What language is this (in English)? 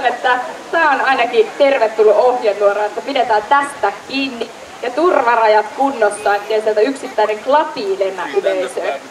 Finnish